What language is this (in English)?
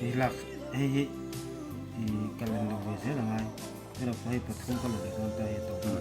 Mizo